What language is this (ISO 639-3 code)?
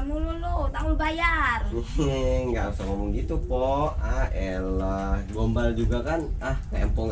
bew